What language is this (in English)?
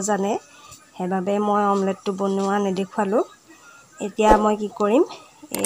Assamese